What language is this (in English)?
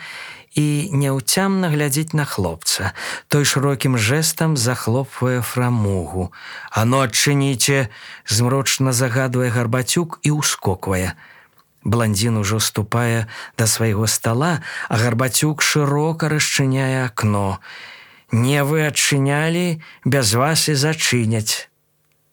Belarusian